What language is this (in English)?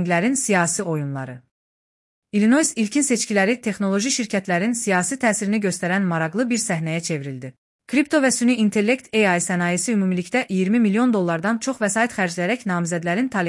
Azerbaijani